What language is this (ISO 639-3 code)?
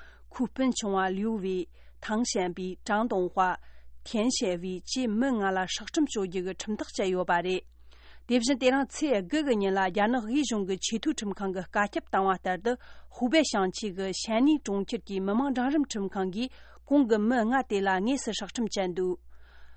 bod